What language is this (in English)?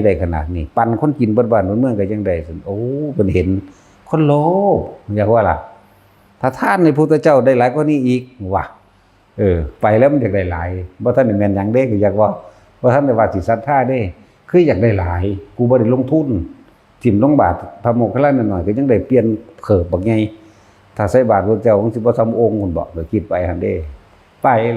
Northeastern Thai